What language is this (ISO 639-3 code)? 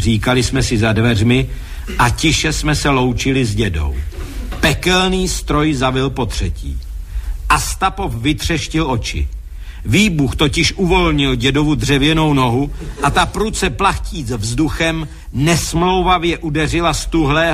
ces